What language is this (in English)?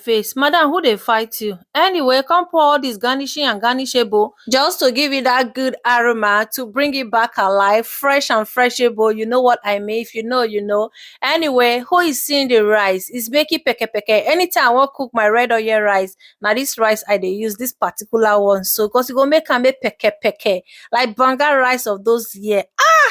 Nigerian Pidgin